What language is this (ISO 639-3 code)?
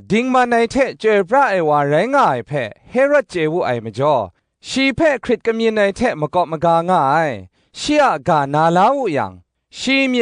kac